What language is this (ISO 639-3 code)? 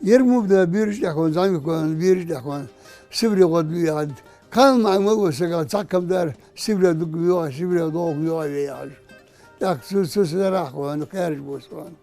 inh